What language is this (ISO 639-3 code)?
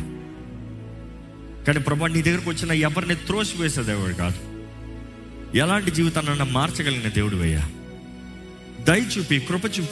tel